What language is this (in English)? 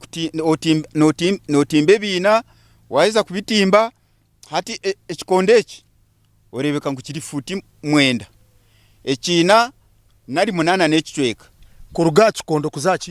Nyankole